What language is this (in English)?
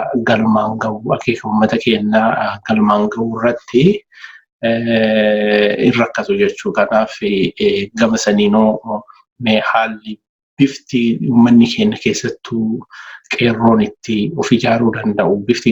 Oromo